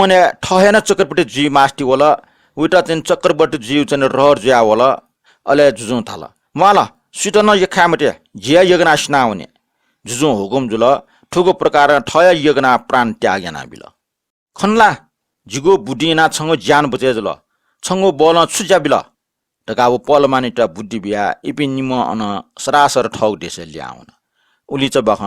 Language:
Newari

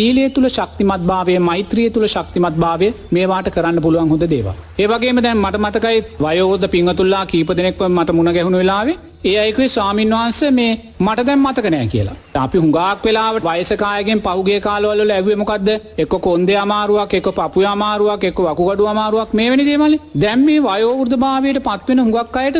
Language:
Sinhala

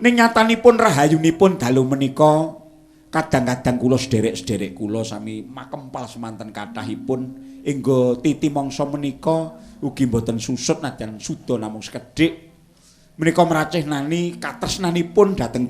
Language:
Javanese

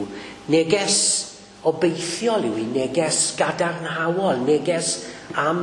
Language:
Welsh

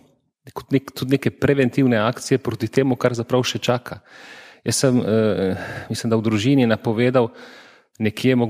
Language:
Slovenian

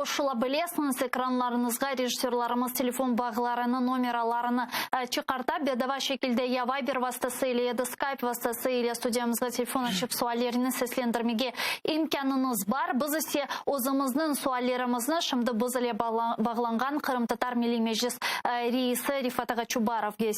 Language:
Crimean Tatar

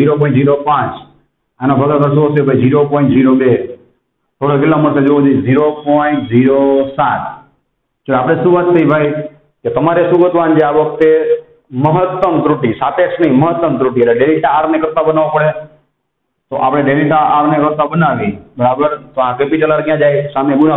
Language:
Gujarati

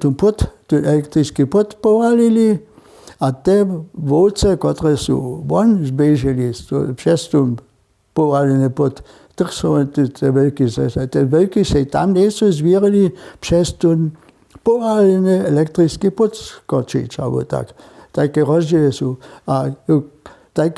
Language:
Upper Sorbian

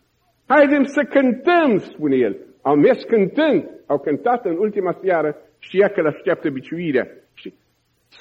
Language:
Romanian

